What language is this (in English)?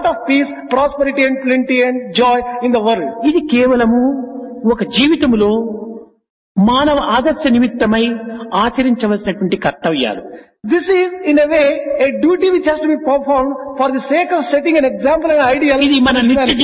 Telugu